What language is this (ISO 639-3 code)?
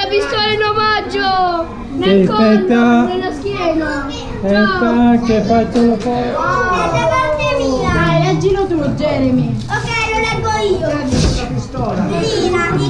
ita